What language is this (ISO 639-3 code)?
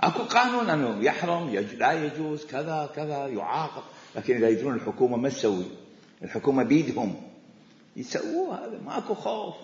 acm